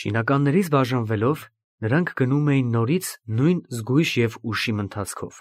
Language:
Armenian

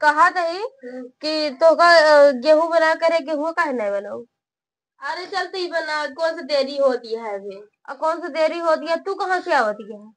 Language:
Awadhi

